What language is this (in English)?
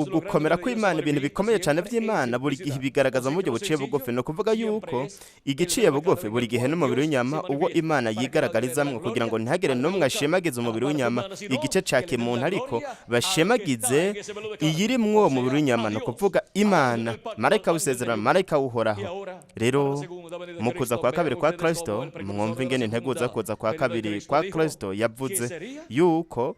Rundi